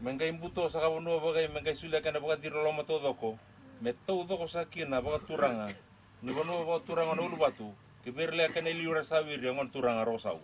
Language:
Fijian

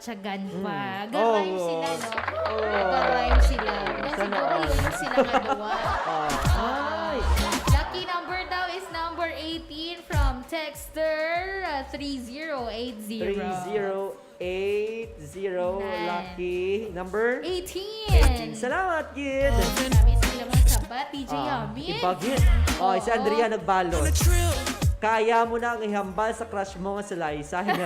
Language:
Hiligaynon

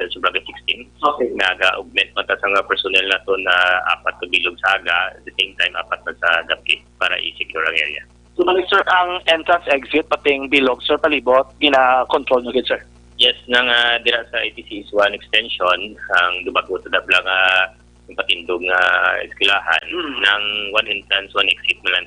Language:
Hiligaynon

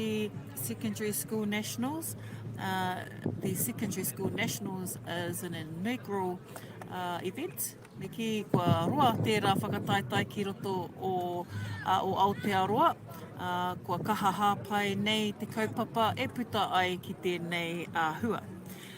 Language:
Māori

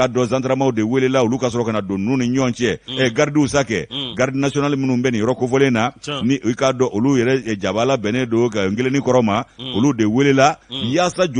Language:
Bambara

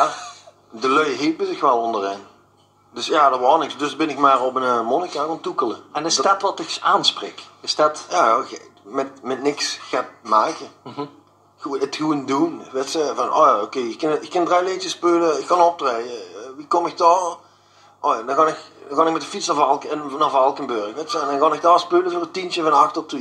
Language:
Limburgish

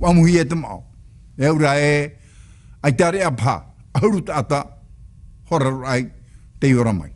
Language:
Tahitian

